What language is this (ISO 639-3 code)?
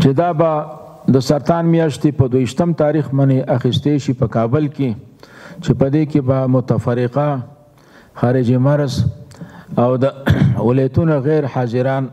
pus